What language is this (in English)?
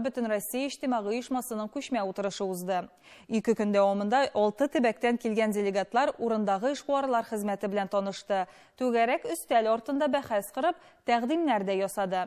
Tatar